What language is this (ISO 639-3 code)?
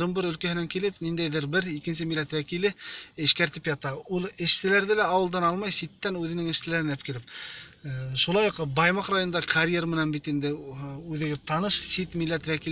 bak